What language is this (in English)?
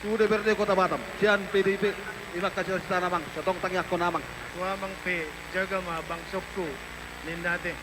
Batak Toba